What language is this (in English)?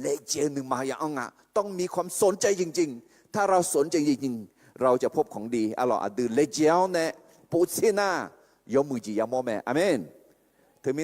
Akha